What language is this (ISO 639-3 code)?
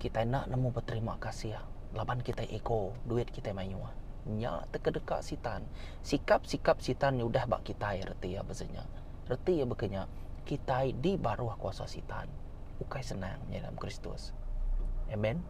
iba